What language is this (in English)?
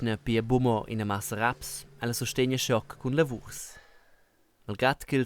Romansh